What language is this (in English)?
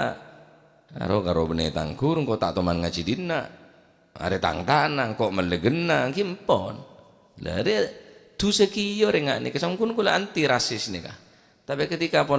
Madurese